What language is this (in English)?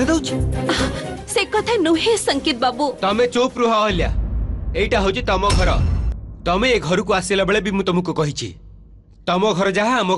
Odia